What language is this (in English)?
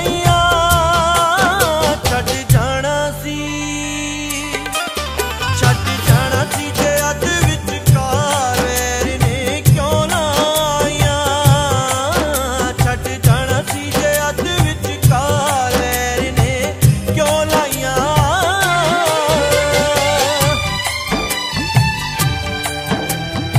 Punjabi